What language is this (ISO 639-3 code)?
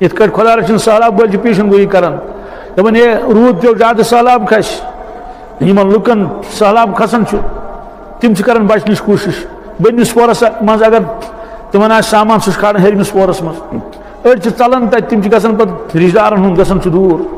kas